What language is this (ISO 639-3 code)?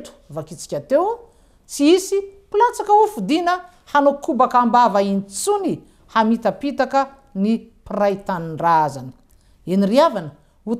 mlg